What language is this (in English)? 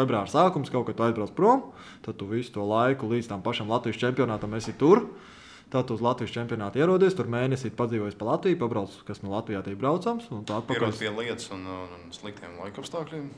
Latvian